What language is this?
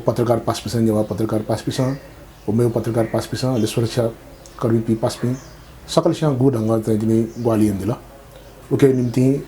Newari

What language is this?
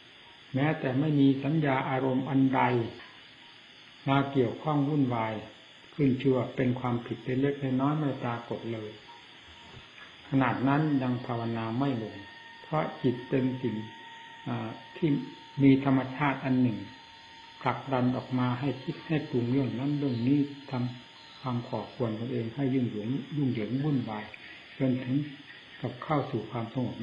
Thai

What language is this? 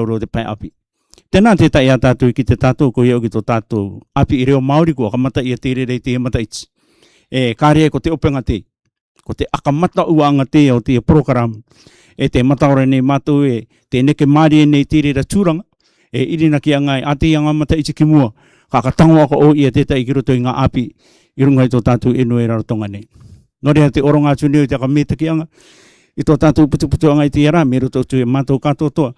Rarotongan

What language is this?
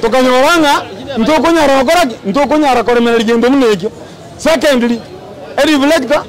Gusii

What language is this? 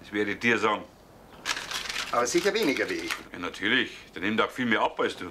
German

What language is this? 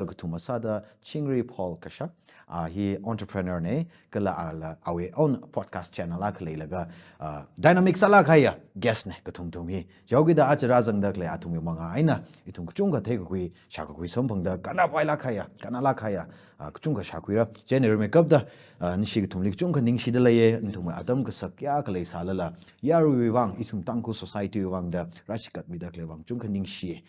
Tangkhul Naga (India)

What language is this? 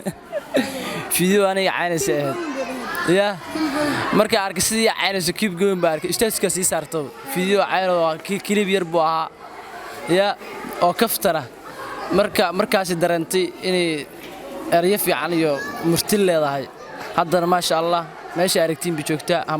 Somali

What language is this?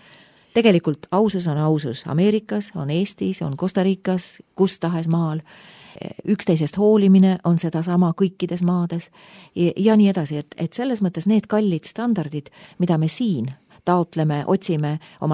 Estonian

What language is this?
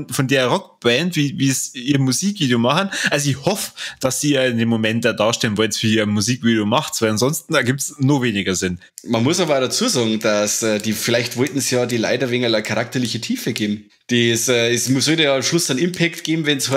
Bavarian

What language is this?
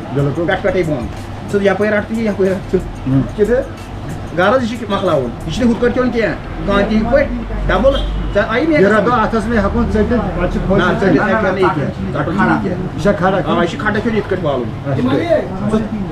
Kashmiri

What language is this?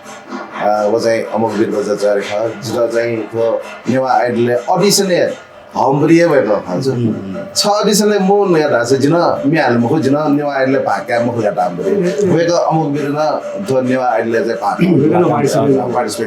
Newari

